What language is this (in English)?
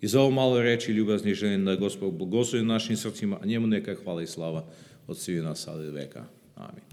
Serbian